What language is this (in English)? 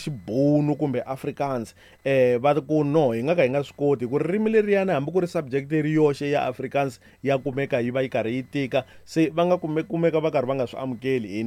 Tsonga